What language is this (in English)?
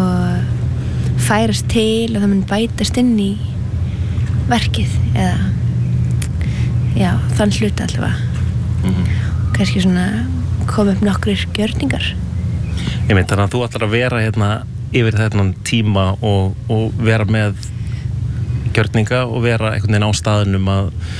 Icelandic